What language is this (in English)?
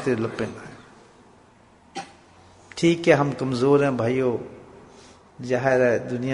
Urdu